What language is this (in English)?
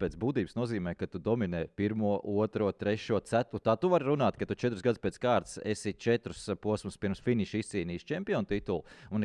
Latvian